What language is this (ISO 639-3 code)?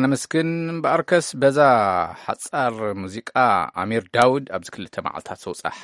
tir